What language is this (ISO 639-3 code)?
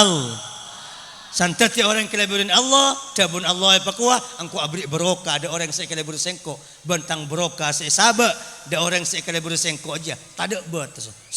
mad